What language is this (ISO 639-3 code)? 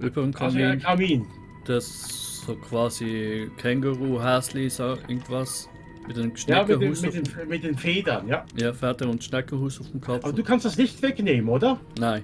gsw